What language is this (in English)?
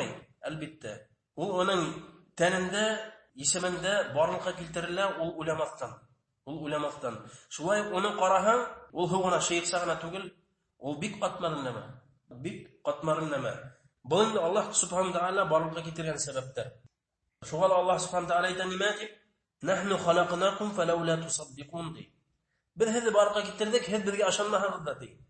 Bashkir